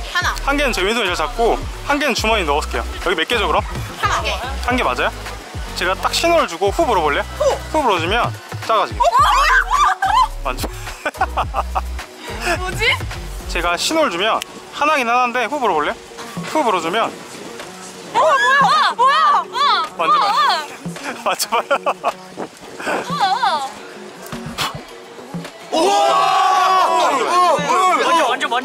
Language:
Korean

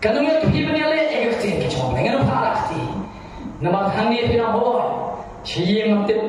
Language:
Khasi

